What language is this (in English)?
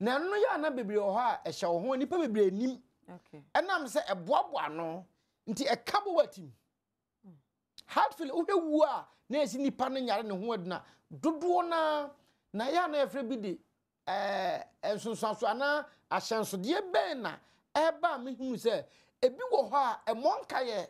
Akan